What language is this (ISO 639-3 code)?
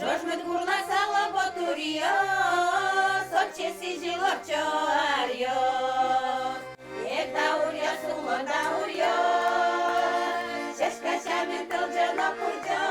udm